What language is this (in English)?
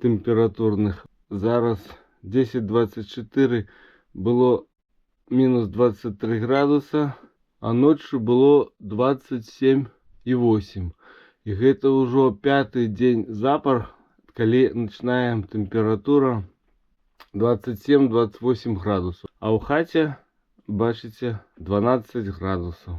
Belarusian